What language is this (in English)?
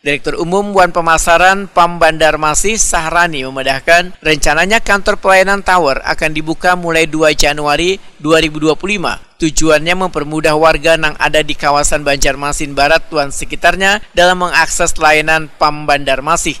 Banjar